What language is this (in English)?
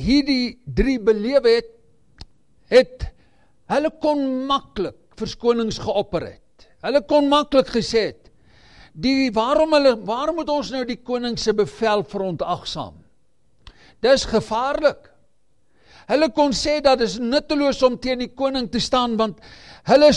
Afrikaans